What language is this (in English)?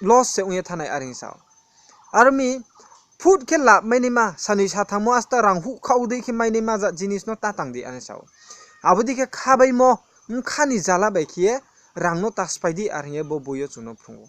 Riang (India)